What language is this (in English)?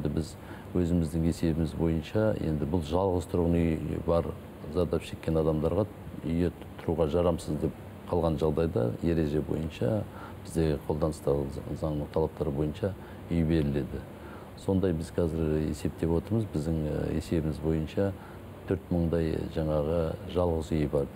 Kazakh